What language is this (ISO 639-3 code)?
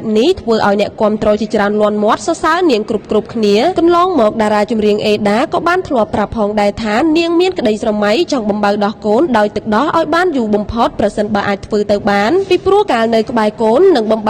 khm